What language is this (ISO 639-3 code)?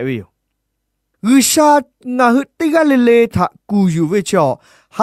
lhu